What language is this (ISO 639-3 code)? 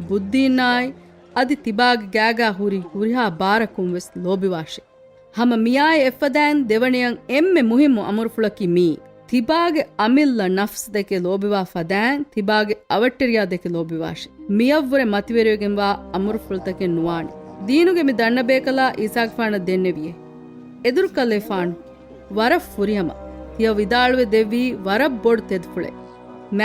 div